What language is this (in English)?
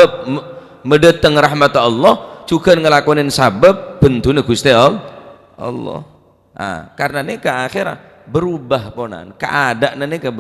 Madurese